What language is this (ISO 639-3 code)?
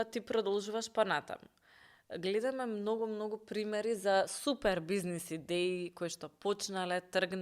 mkd